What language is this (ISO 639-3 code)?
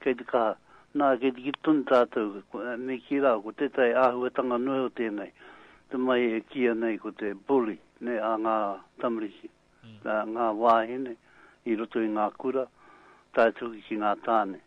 mri